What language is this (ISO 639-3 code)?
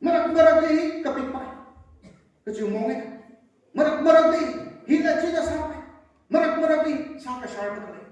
nmf